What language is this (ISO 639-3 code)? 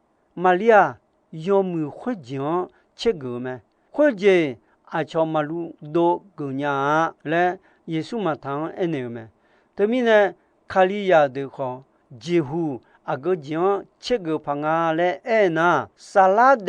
ahk